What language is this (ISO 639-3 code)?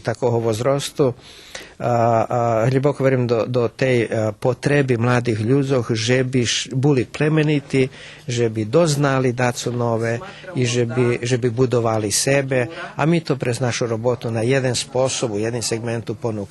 rue